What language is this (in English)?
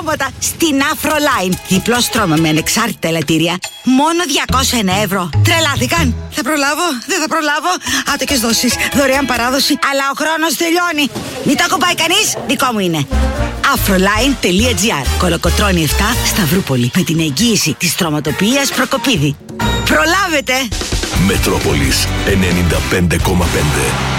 Greek